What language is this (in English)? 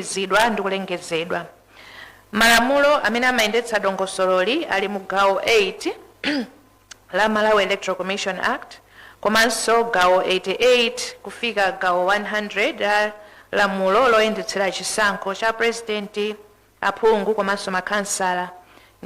Nyanja